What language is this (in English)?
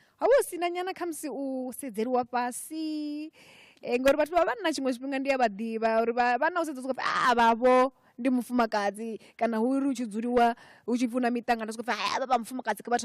Venda